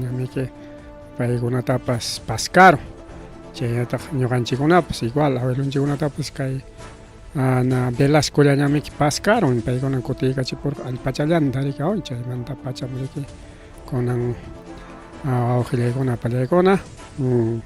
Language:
Ayacucho Quechua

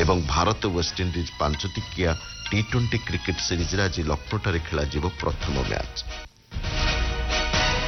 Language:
Odia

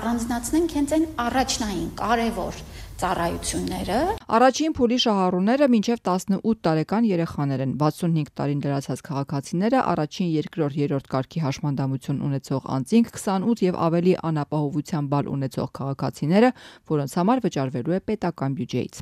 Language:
Armenian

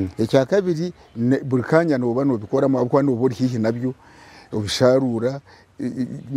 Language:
Nyankole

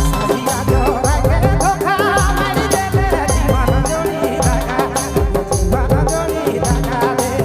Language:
Sadri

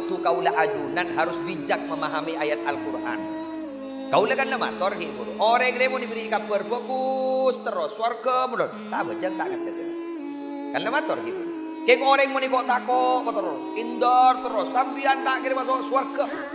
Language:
Madurese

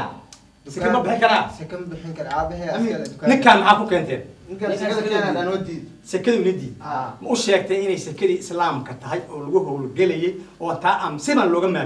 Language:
Somali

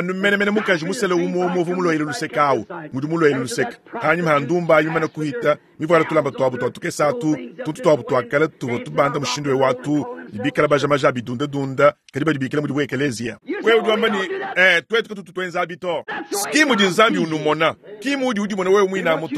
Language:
Luba-Lulua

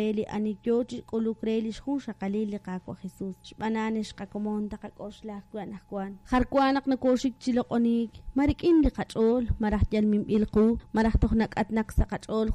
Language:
Kekchí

